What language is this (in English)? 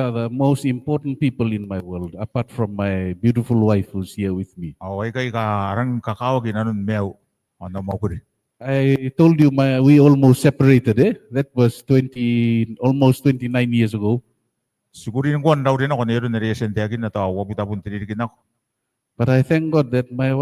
Gilbertese